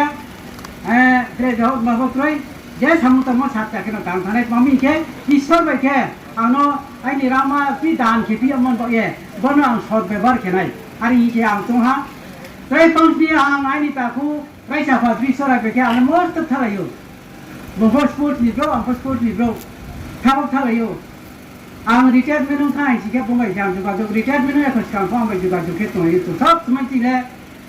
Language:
Riang (India)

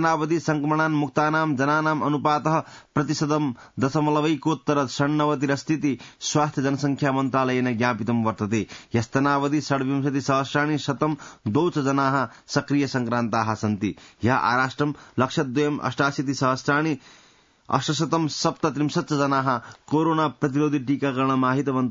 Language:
Sanskrit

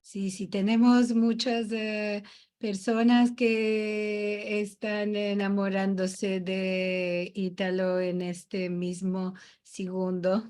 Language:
Ladino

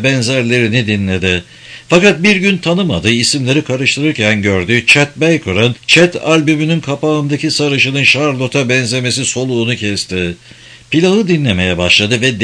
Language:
Turkish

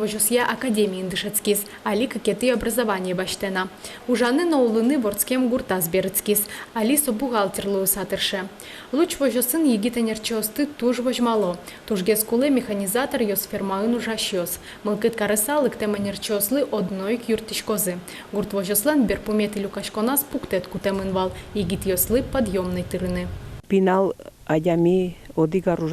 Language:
Udmurt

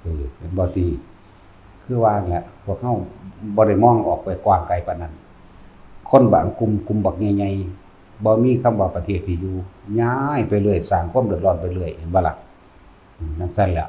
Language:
Lao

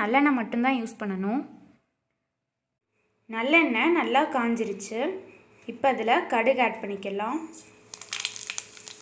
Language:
Tamil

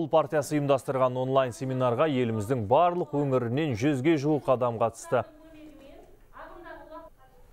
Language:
Kazakh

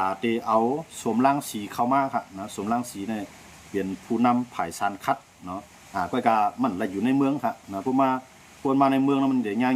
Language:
Shan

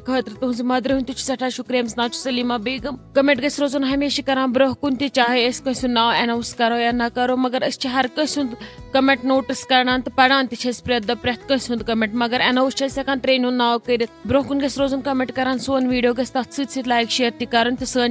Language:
Kashmiri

